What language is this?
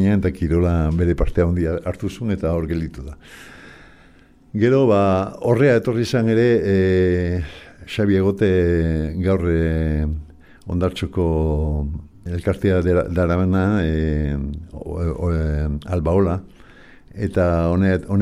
Basque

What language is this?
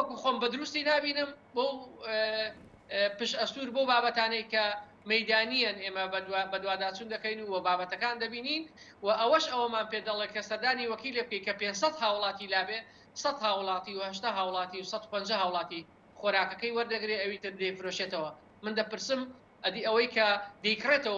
Central Kurdish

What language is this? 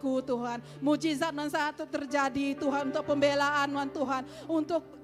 Iban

